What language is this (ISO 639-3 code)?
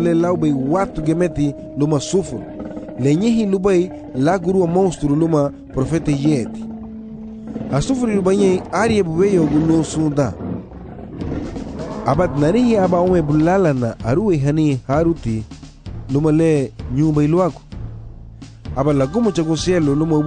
cab